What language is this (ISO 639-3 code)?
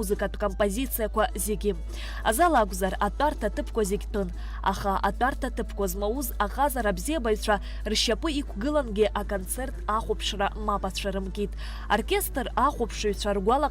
abk